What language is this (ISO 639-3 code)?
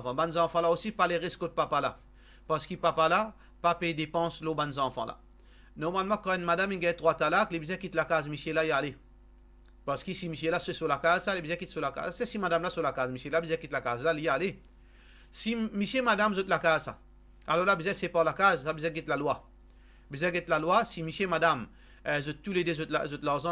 mfe